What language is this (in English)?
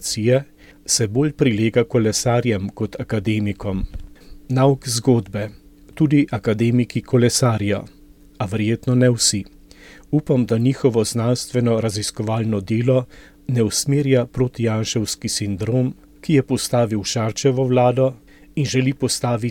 Slovenian